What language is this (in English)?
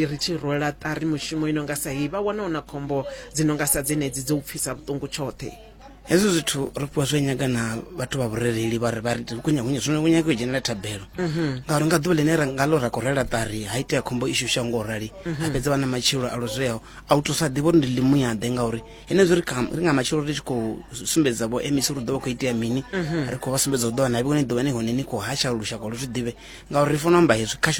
Venda